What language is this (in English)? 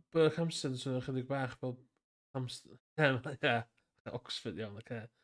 Welsh